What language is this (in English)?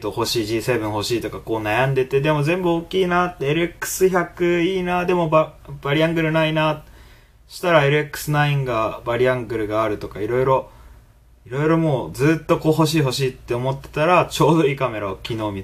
Japanese